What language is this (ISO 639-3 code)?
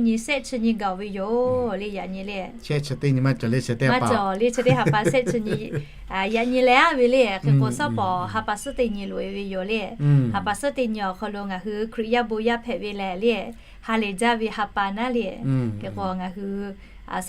lhu